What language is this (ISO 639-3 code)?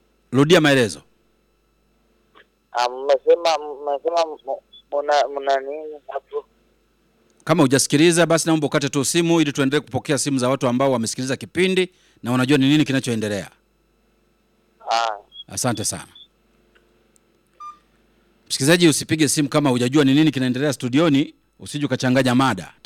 swa